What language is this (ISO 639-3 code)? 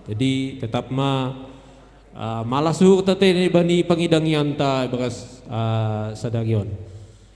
bts